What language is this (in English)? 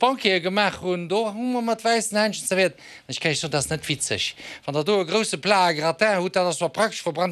Luxembourgish